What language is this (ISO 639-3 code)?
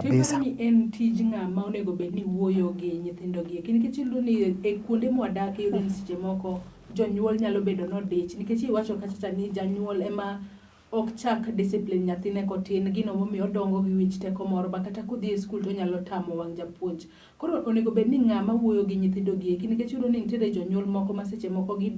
luo